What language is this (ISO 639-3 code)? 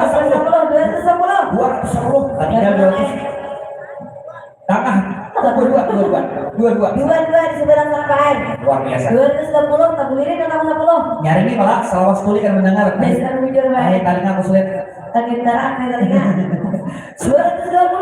bjn